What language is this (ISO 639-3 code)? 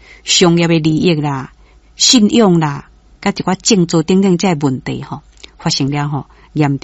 nan